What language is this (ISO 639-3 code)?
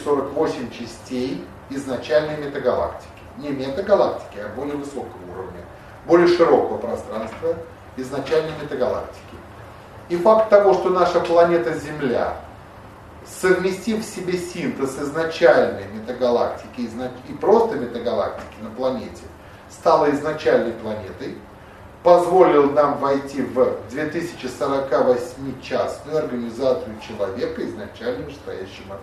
rus